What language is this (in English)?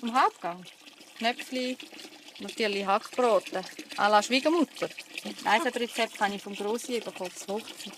Swiss German